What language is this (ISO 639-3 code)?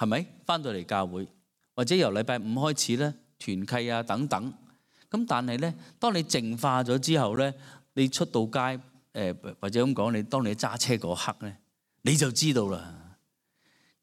yue